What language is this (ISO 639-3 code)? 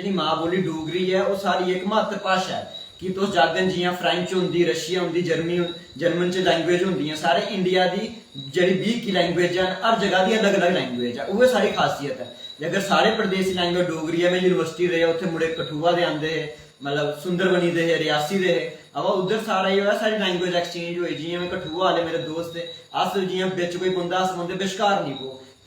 doi